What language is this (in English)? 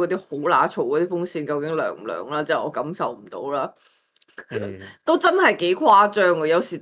Cantonese